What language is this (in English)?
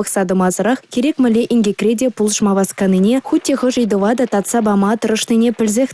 Chuvash